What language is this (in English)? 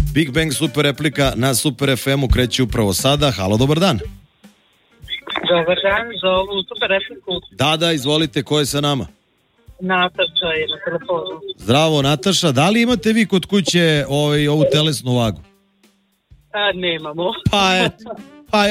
Serbian